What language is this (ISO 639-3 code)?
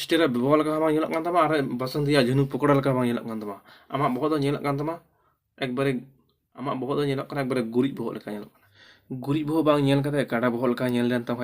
sat